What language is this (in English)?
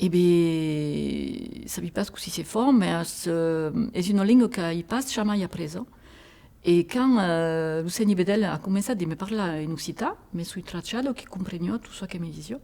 Occitan